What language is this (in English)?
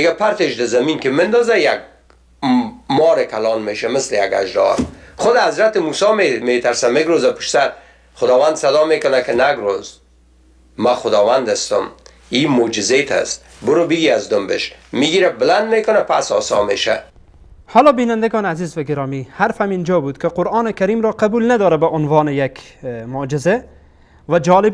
Persian